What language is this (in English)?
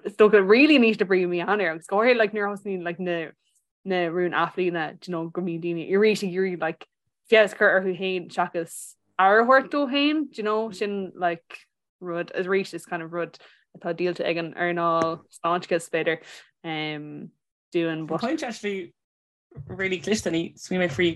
Irish